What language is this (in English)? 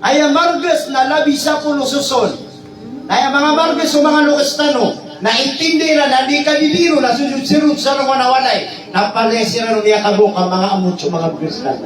Maranao